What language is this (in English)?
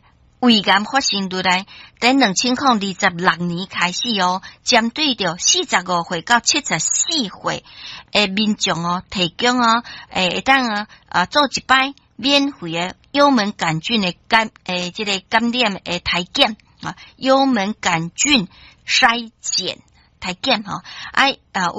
Min Nan Chinese